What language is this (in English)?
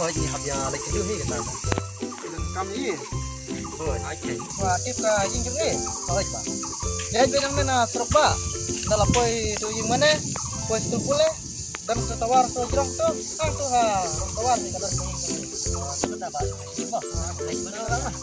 Khasi